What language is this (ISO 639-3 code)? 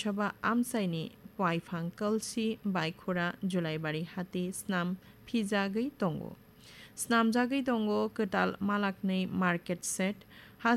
trp